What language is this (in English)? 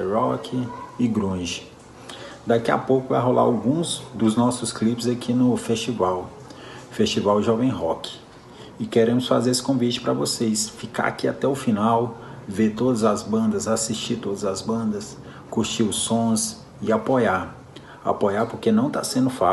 Portuguese